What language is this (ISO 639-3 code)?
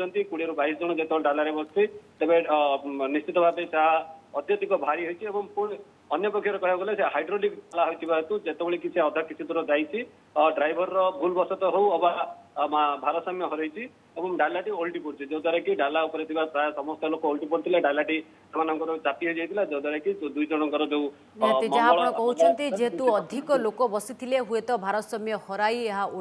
ori